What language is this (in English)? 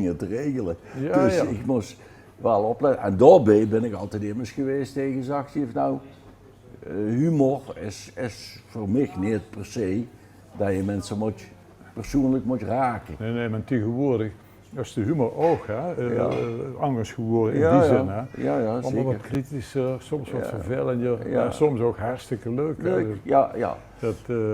Limburgish